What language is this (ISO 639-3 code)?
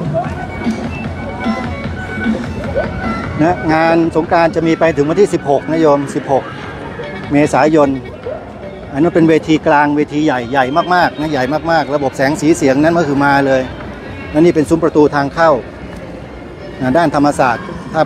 tha